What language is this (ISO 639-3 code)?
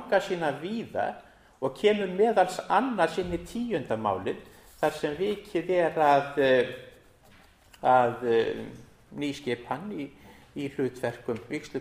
isl